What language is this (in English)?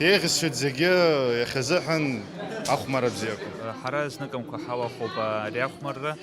Abkhazian